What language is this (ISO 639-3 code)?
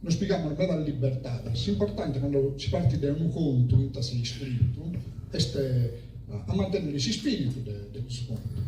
srd